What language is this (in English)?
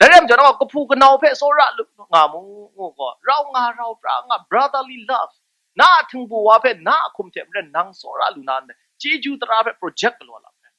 Kachin